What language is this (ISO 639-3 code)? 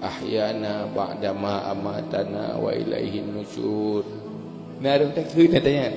ace